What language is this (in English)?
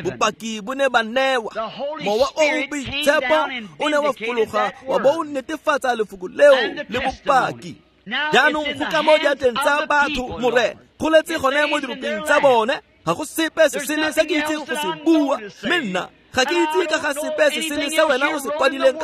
Tswana